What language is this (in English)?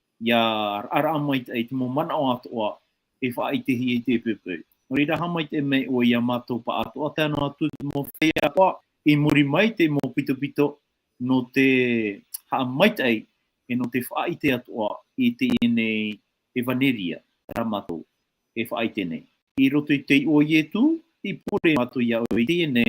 Tahitian